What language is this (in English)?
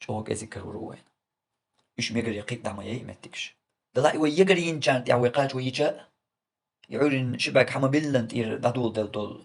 Chechen